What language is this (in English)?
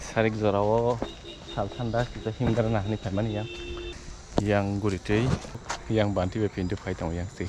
Kok Borok